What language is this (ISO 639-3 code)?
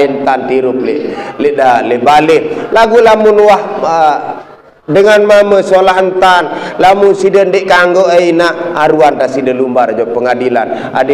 sas